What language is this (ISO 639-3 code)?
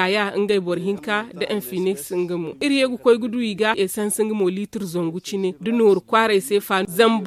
dje